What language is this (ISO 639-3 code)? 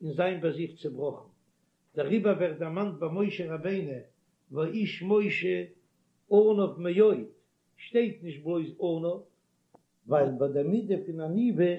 yid